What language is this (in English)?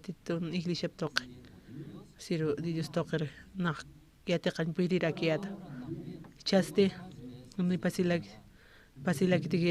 Aymara